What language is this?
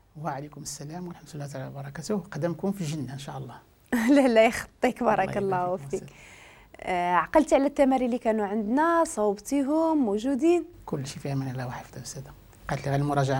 Moroccan Arabic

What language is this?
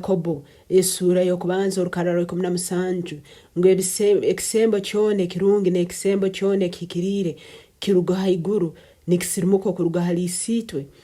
Nyoro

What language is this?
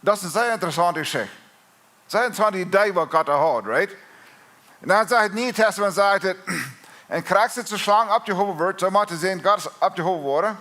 Plautdietsch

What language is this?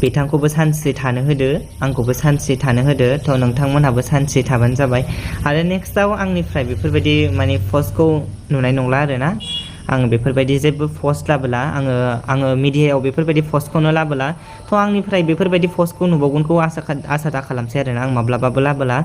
Bodo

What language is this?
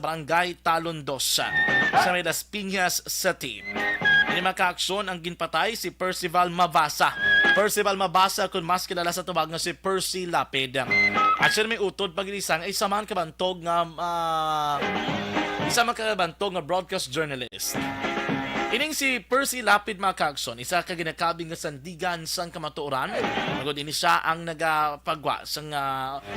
Hiligaynon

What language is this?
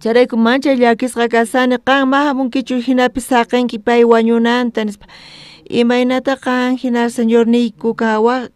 South Bolivian Quechua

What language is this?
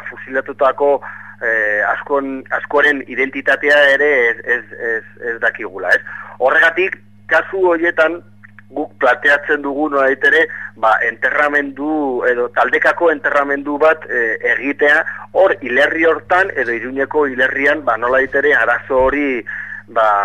Basque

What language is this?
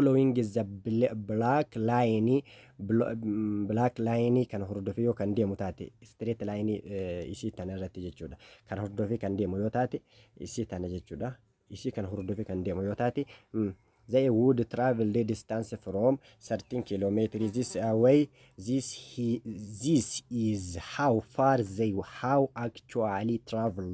Oromo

